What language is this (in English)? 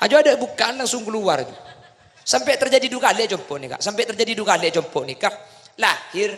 Madurese